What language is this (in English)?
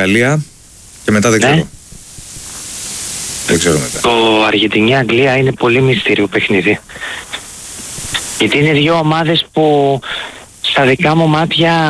Greek